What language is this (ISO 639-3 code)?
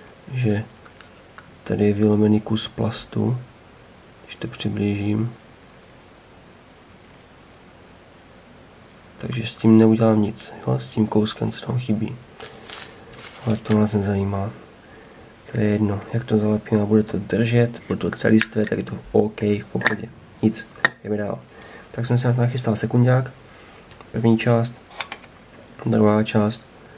ces